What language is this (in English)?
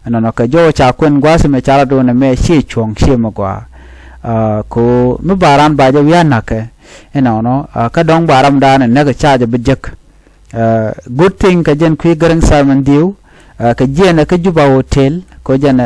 Nuer